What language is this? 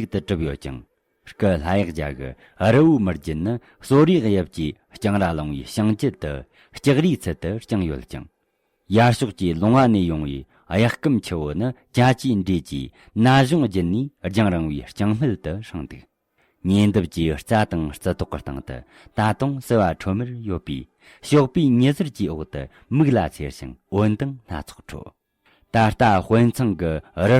Tibetan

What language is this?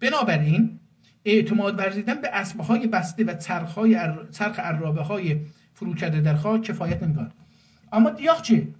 South Azerbaijani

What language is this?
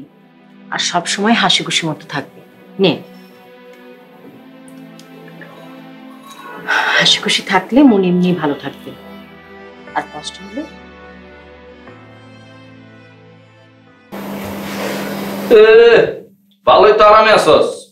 Bangla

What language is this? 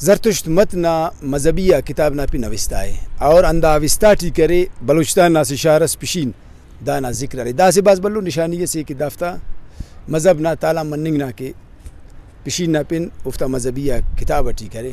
Brahui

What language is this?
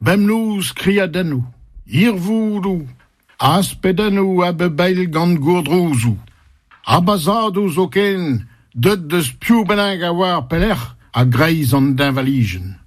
Breton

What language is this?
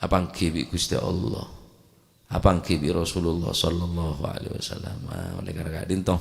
Madurese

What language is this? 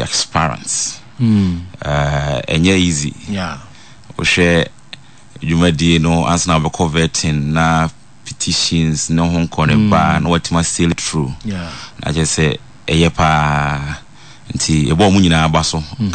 Akan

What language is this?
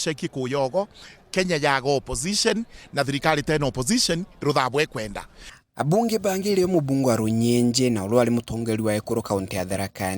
Meru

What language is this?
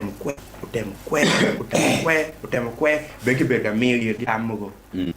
Acoli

